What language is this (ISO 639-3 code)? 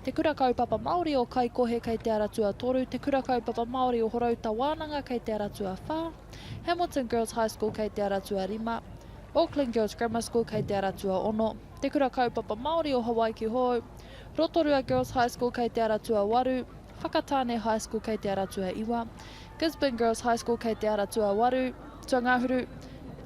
mri